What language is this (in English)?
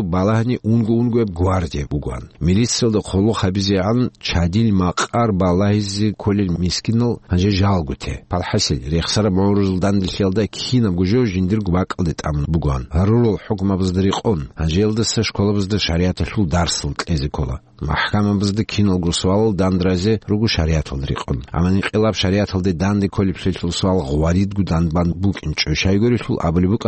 Avaric